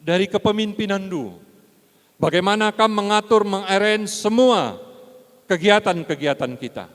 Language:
Batak Karo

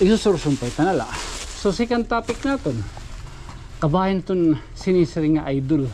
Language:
Waray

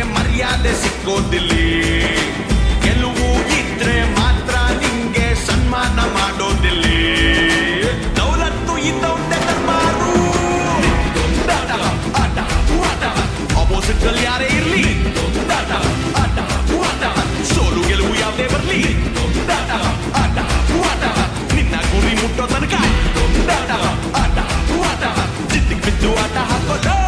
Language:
Kannada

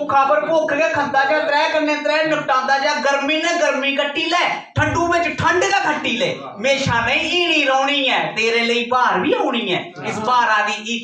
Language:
Dogri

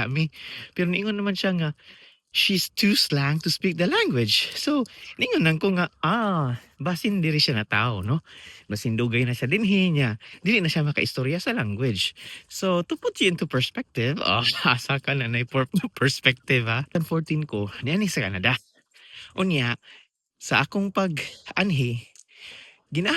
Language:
Cebuano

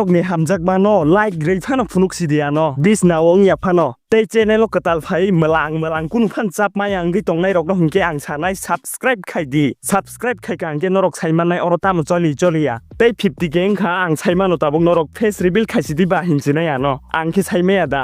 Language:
Kok Borok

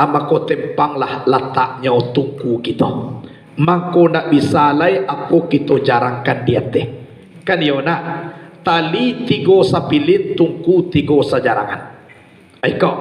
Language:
Minangkabau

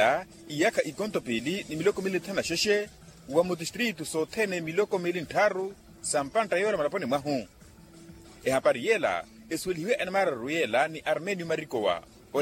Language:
Makhuwa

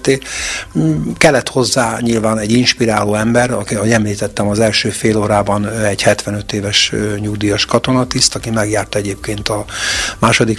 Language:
Hungarian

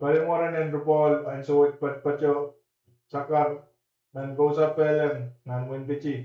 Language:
Pohnpeian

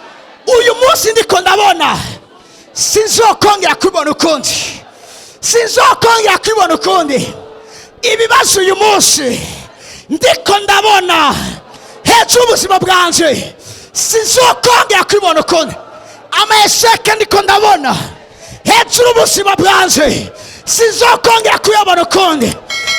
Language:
Rundi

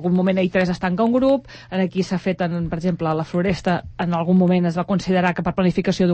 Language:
Catalan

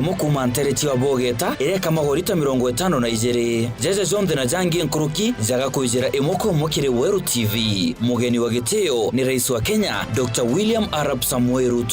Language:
Meru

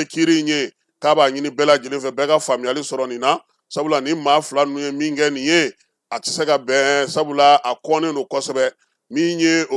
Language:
Bambara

